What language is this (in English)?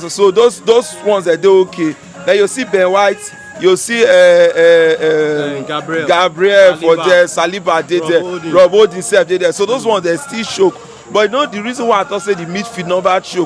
Nigerian Pidgin